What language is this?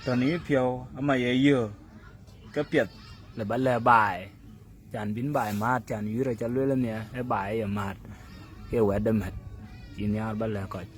Dinka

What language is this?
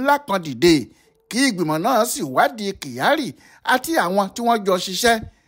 Yoruba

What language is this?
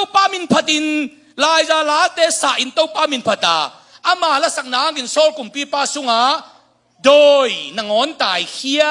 Tedim Chin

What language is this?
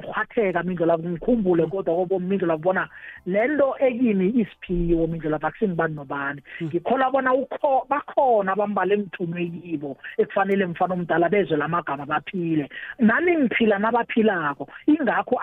South Ndebele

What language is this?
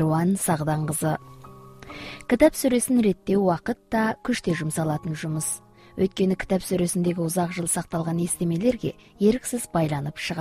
Kazakh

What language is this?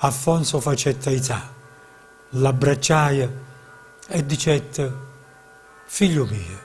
Neapolitan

